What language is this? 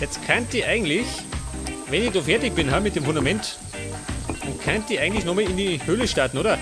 Bavarian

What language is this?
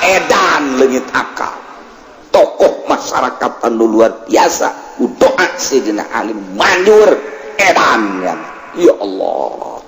Sundanese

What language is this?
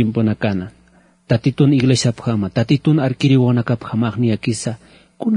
Aymara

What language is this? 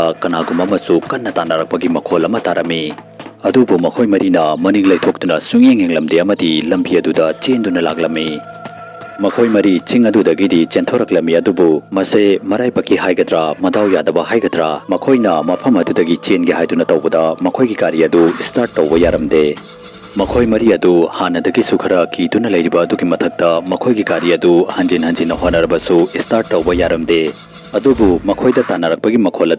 Manipuri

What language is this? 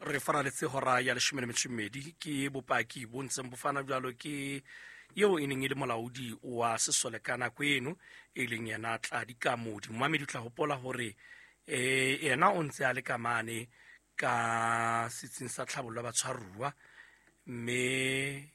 Southern Sotho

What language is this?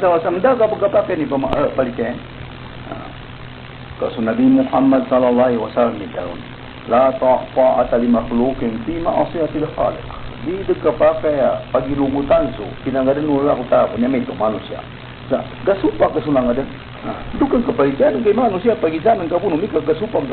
Maranao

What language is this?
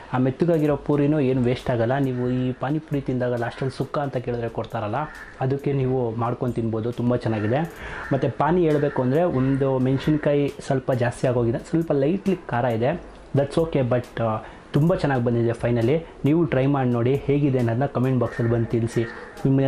Kannada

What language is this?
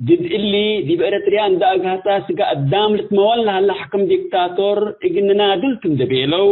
Tigre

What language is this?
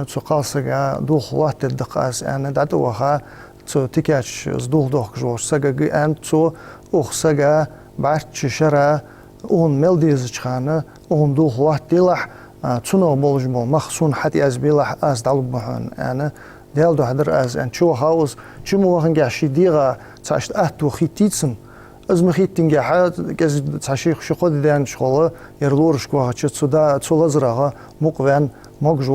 Ingush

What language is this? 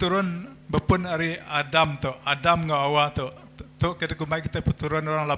Iban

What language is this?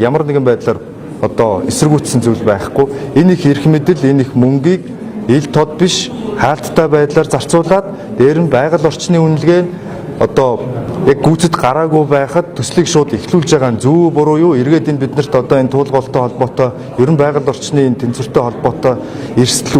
Mongolian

